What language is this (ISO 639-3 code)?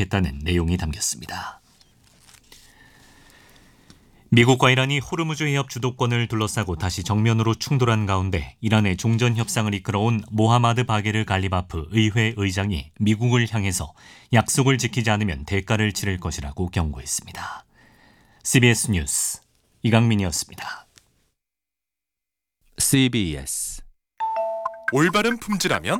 kor